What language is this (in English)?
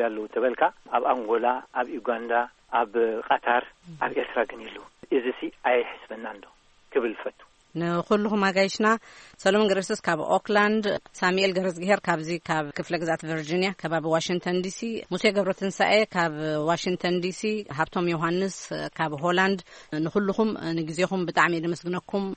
Tigrinya